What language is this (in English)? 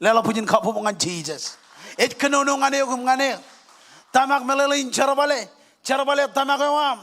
Marshallese